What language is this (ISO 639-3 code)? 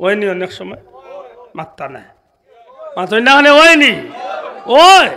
syl